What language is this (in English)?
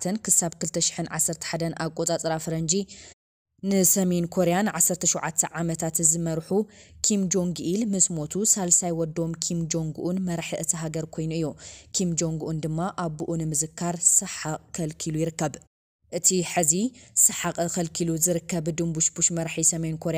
Tigrinya